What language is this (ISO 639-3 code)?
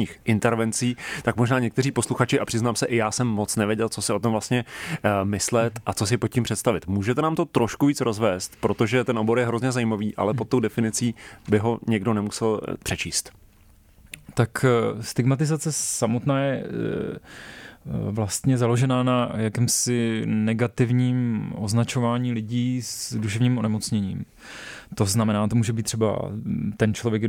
ces